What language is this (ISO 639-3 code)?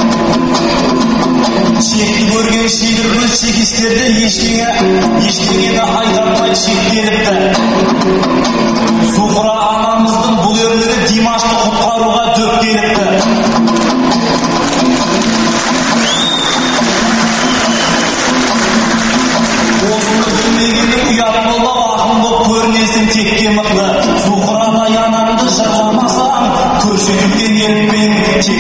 kaz